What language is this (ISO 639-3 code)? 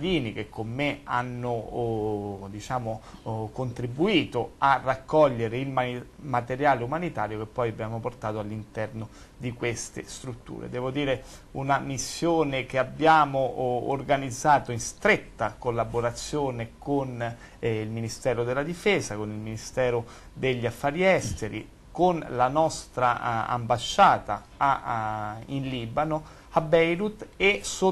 ita